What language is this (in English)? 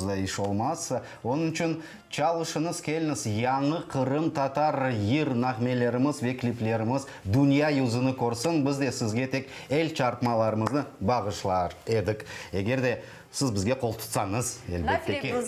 Crimean Tatar